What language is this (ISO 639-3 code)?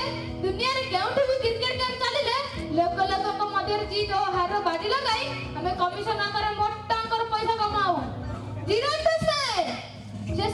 ori